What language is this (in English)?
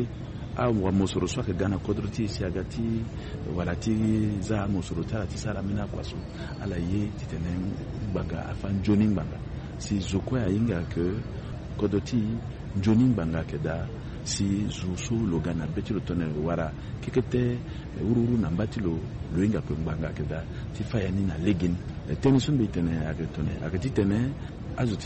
Sango